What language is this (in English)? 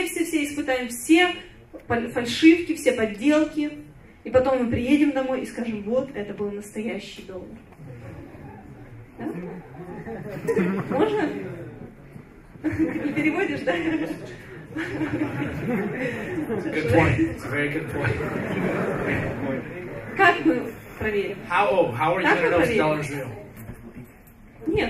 Russian